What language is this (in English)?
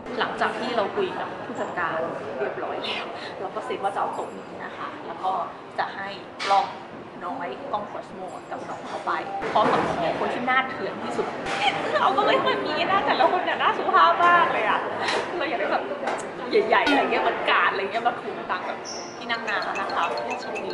Thai